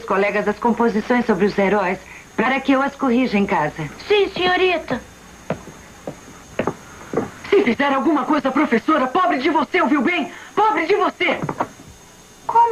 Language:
Portuguese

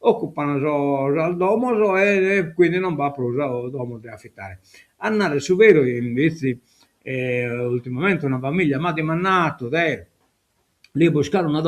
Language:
Sardinian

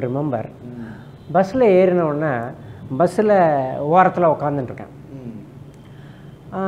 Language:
Tamil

